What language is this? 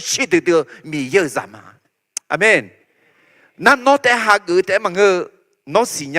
Akha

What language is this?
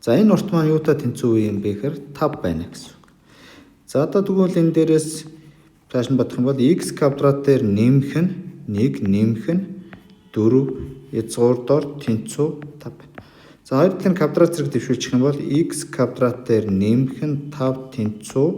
Mongolian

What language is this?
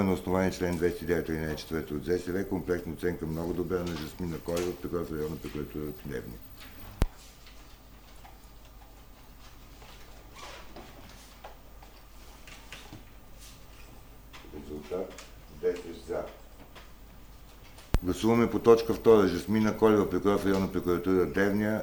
Bulgarian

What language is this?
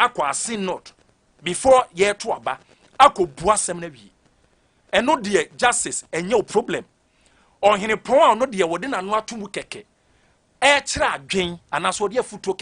Akan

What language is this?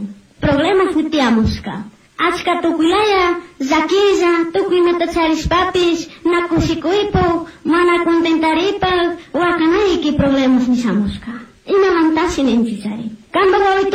Chimborazo Highland Quichua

